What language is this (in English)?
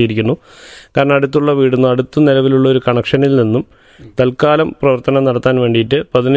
Malayalam